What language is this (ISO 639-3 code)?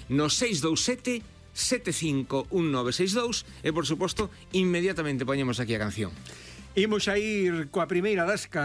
glg